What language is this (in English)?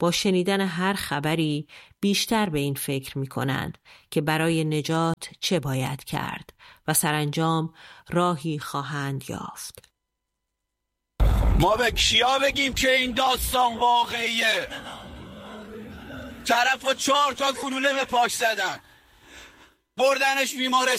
Persian